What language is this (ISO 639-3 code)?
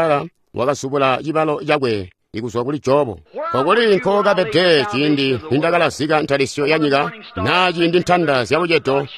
toi